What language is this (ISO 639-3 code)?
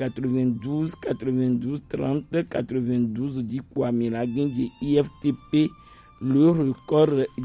gej